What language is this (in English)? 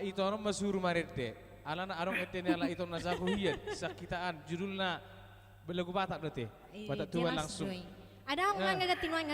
Batak Toba